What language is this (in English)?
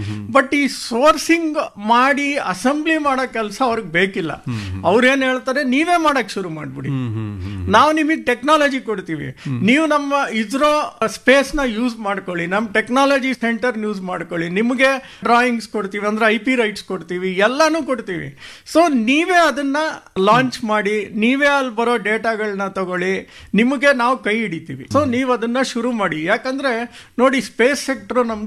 Kannada